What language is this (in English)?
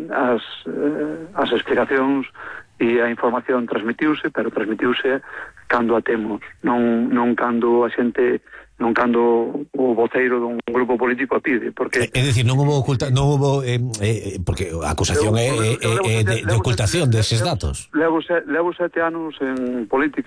Galician